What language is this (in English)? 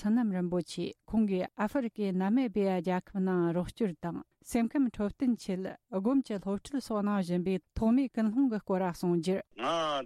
Tibetan